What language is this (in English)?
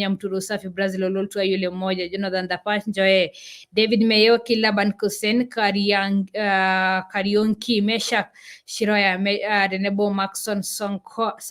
Masai